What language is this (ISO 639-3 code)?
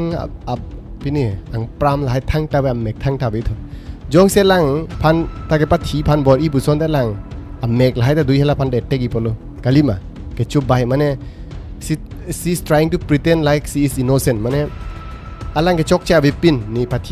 mjw